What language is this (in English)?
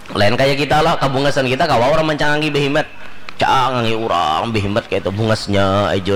Banjar